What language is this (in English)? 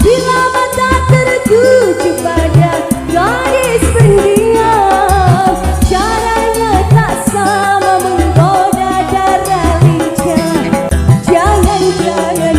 Banjar